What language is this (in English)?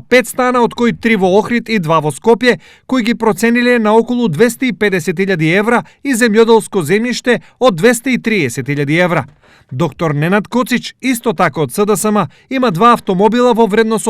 Macedonian